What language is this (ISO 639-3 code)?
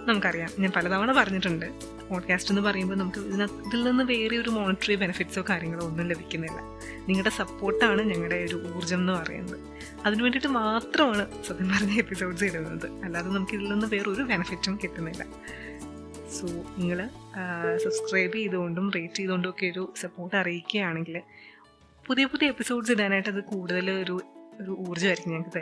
mal